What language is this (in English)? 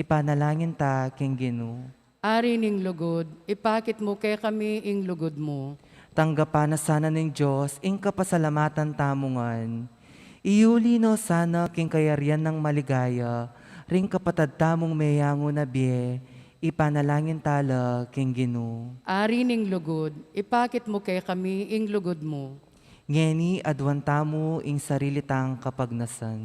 Pampanga